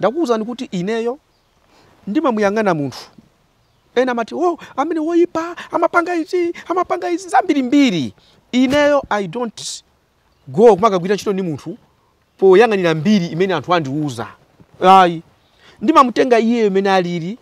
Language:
Nyanja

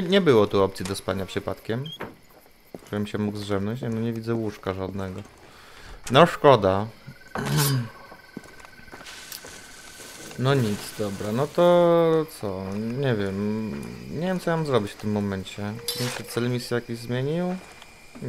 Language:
Polish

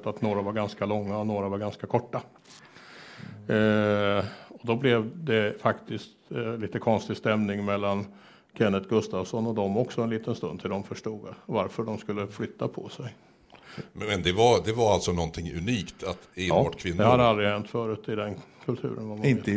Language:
Swedish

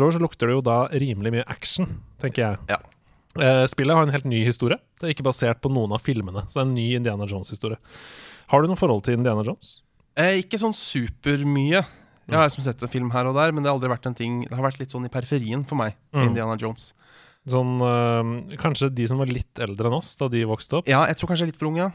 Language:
Norwegian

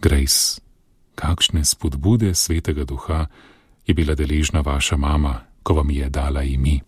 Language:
Slovenian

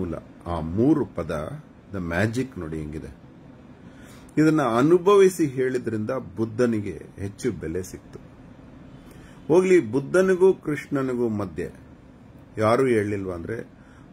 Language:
Kannada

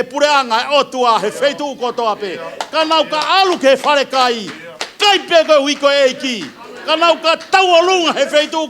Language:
Tongan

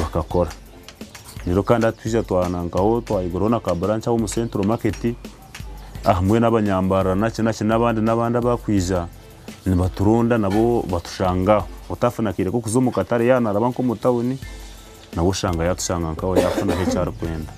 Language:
Nyankole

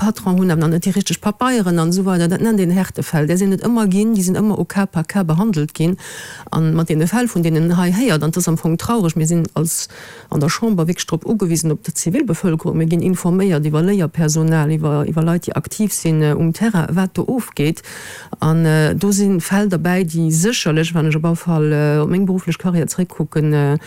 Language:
Luxembourgish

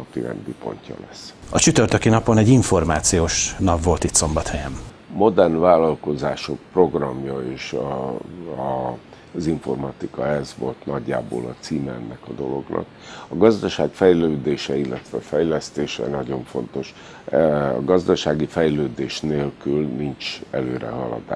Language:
Hungarian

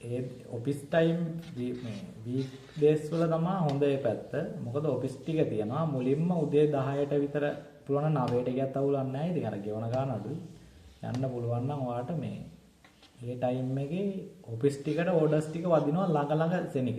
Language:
Sinhala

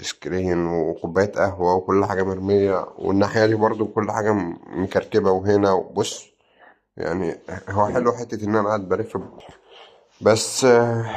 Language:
Egyptian Arabic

